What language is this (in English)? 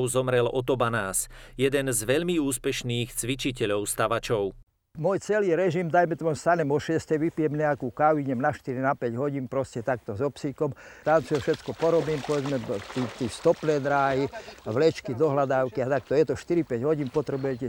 Slovak